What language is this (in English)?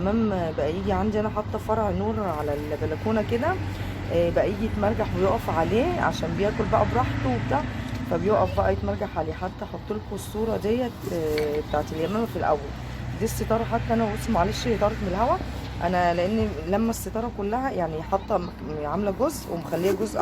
Egyptian Arabic